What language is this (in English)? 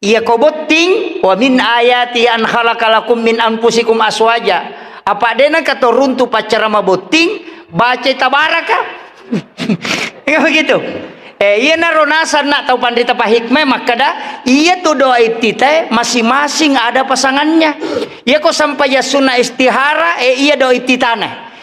Buginese